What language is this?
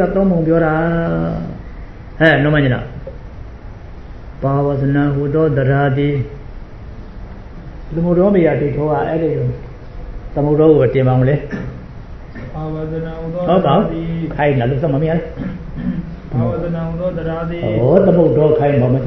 Burmese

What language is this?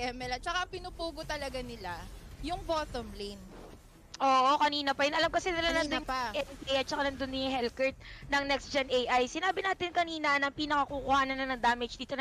Filipino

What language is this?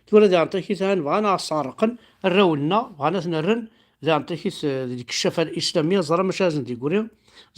Kabyle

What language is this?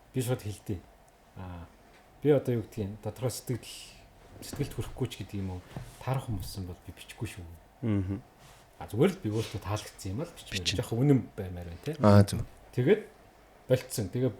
Mongolian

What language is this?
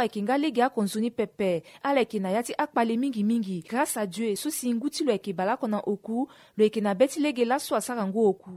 Sango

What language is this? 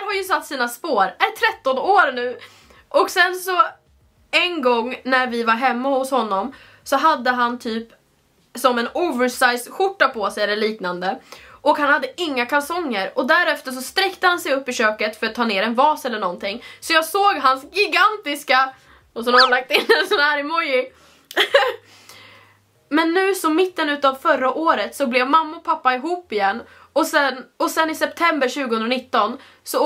Swedish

